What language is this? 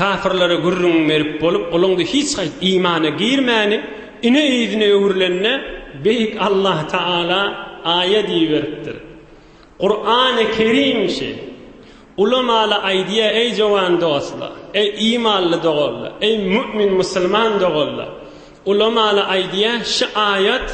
Turkmen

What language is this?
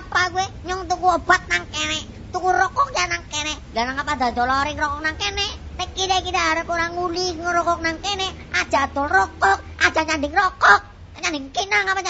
Javanese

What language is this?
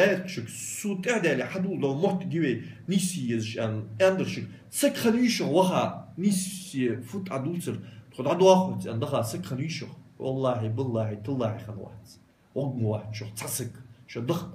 Ingush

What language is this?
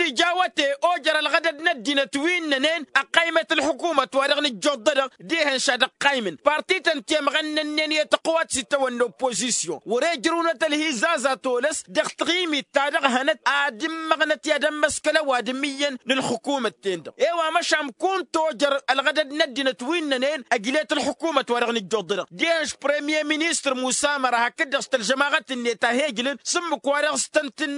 Tamasheq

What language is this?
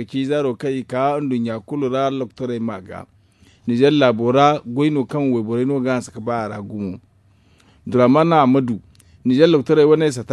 Zarma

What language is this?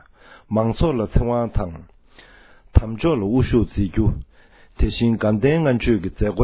Tibetan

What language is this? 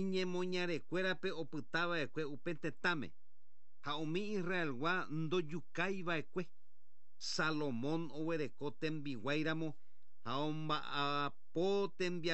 Guarani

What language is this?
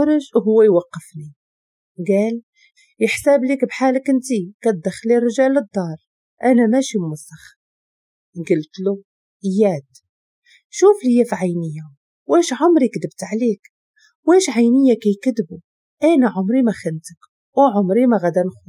Moroccan Arabic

